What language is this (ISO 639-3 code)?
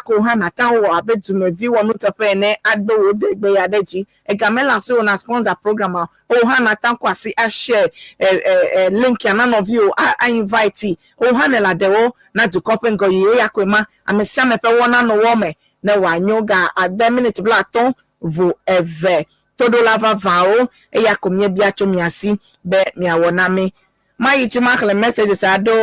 ewe